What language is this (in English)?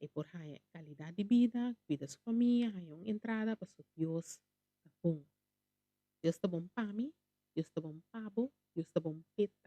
Papiamento